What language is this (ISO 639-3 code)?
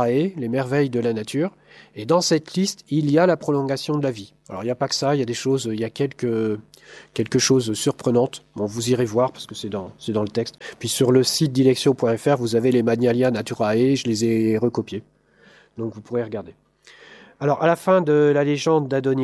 fra